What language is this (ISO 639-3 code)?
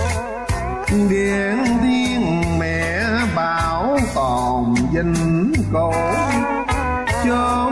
vie